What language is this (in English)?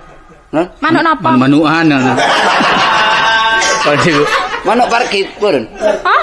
Javanese